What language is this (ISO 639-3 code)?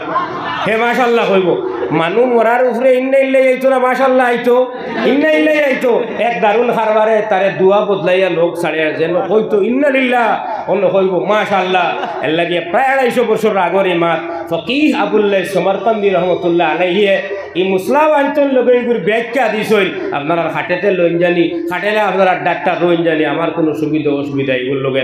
syl